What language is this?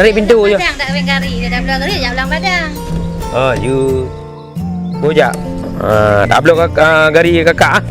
Achinese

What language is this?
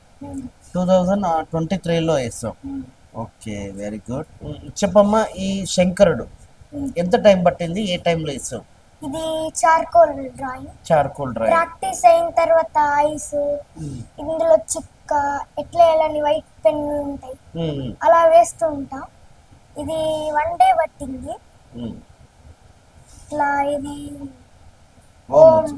Telugu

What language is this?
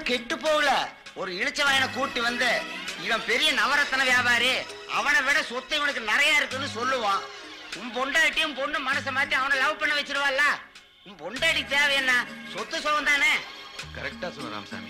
Tamil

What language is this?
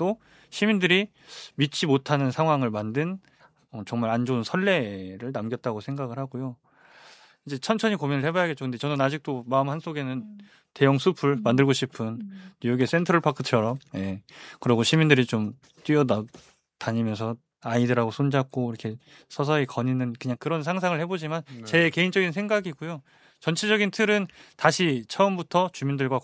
Korean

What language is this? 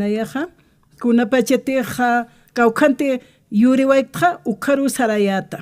Aymara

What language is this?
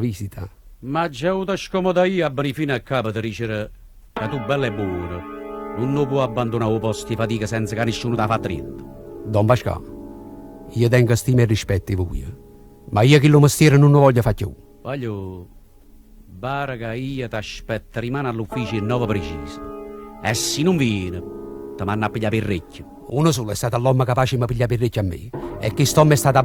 Neapolitan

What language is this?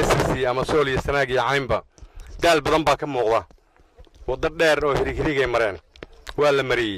Somali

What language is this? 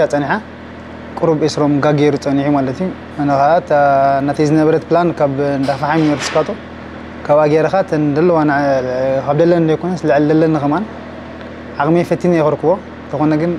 Tigrinya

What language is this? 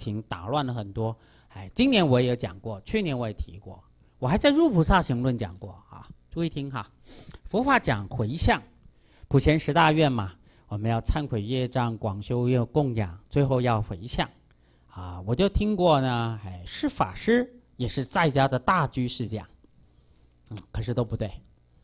Chinese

